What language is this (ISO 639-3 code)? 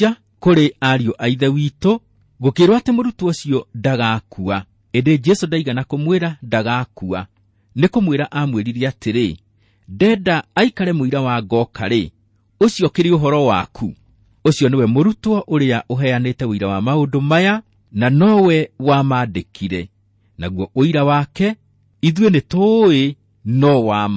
kik